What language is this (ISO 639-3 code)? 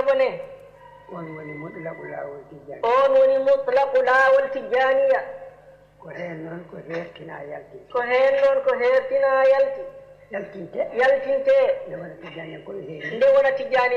ful